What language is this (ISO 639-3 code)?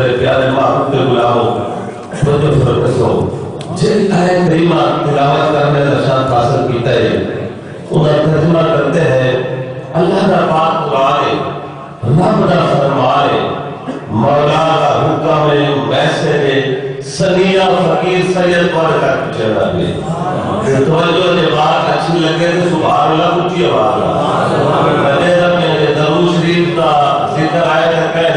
skr